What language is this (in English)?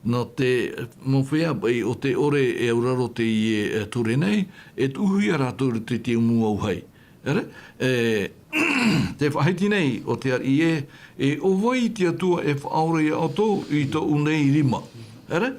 Tahitian